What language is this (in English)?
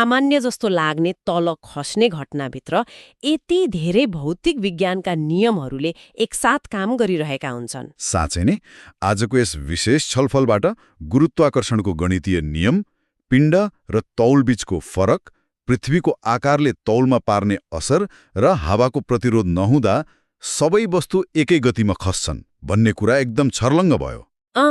Nepali